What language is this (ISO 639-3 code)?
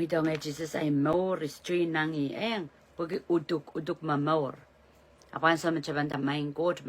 pon